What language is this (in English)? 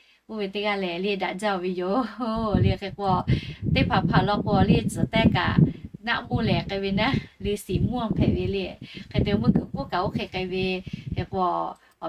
Lahu